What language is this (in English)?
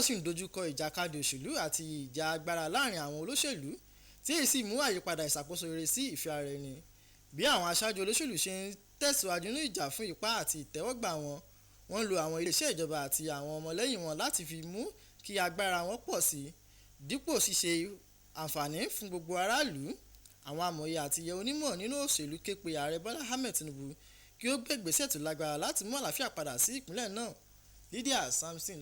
Yoruba